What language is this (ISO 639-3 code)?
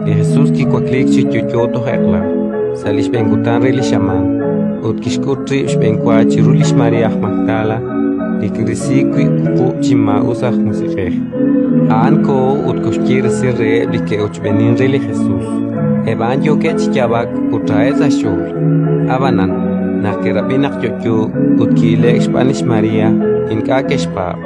kek